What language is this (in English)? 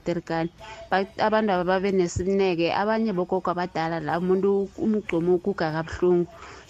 South Ndebele